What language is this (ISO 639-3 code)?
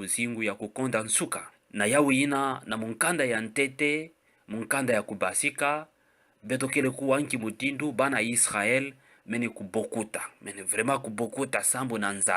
ktu